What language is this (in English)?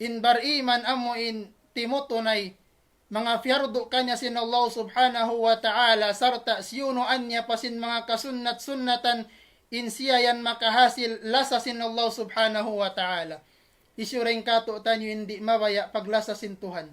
Tausug